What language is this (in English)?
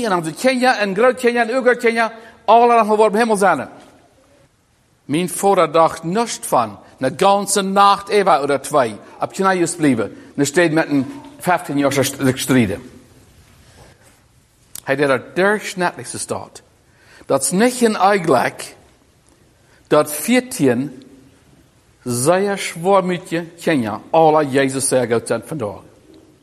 Plautdietsch